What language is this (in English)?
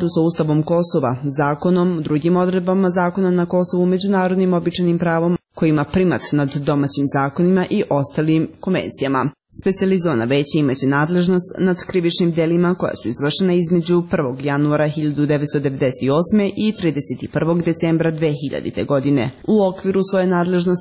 Serbian